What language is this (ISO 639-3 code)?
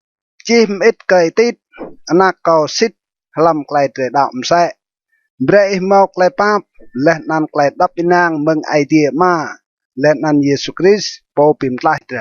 rad